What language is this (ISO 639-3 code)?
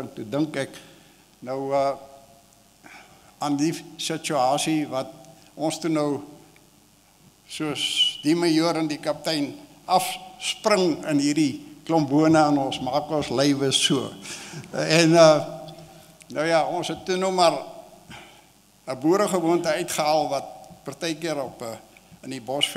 afr